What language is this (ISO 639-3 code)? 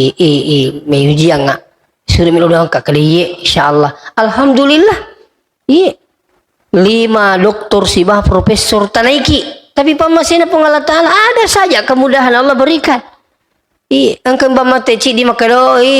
bug